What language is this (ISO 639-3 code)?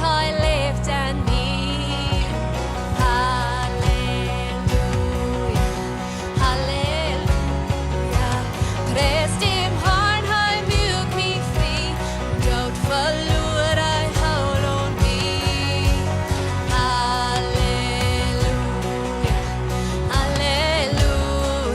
pdt